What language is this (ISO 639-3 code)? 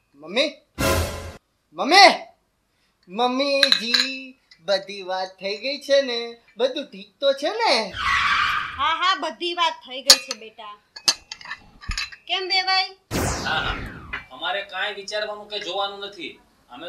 guj